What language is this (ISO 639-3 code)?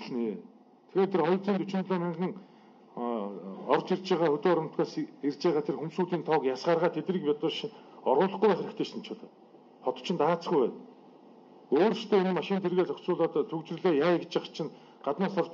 mon